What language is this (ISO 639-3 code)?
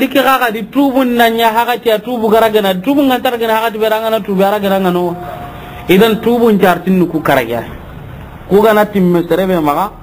snk